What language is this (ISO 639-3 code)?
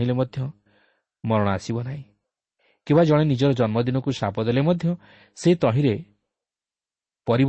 ori